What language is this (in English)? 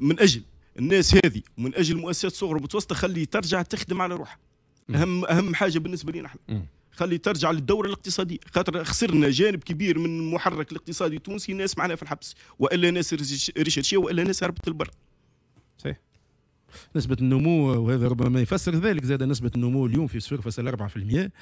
Tunisian Arabic